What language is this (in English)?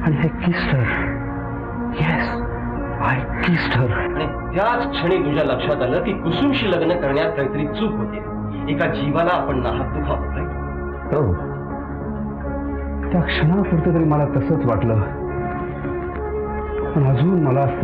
Marathi